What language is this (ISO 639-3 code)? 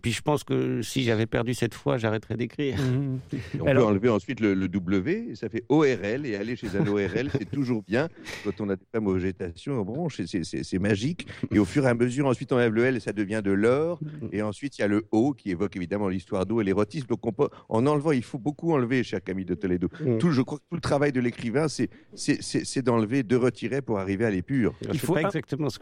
fra